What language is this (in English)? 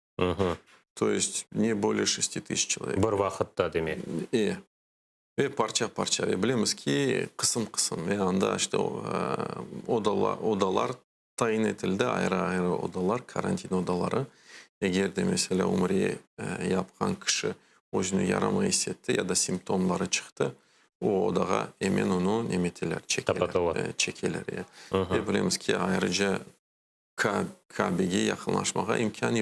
Crimean Tatar